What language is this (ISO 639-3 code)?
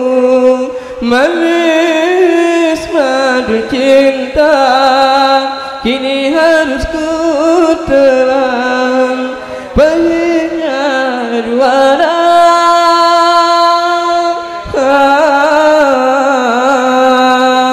ace